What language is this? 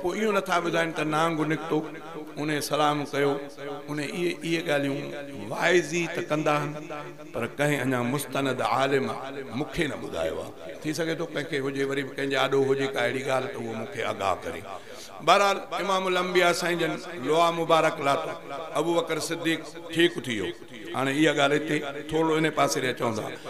Sindhi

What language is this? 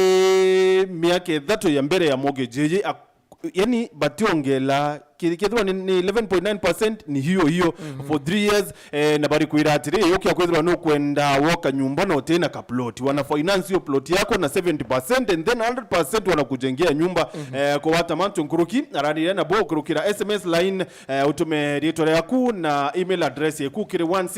Meru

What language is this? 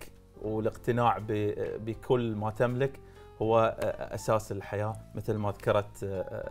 Arabic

